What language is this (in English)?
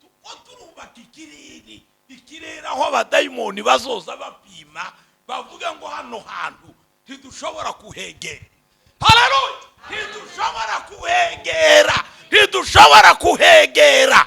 Rundi